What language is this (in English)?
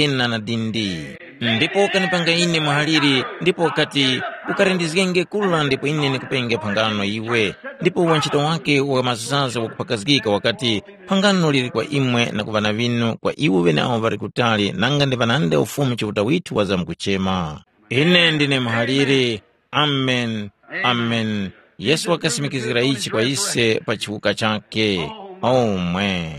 Tumbuka